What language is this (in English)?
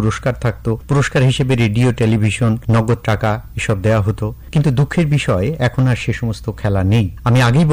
Bangla